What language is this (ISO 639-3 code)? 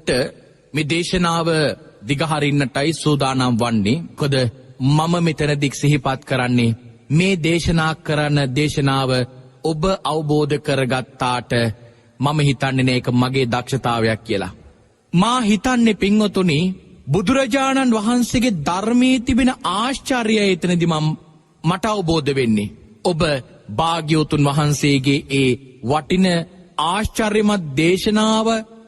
sin